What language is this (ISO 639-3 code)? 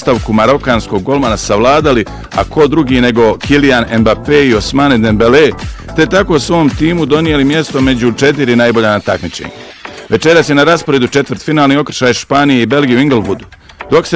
bos